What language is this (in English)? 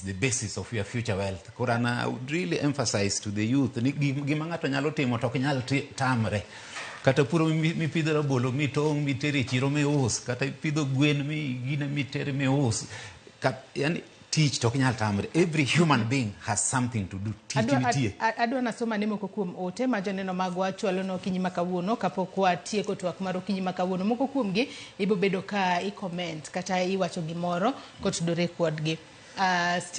Luo (Kenya and Tanzania)